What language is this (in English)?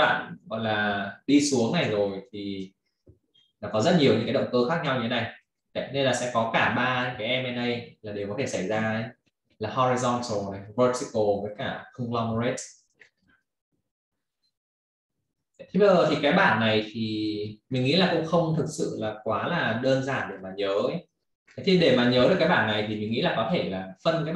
Vietnamese